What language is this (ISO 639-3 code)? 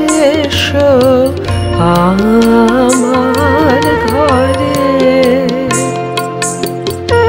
ben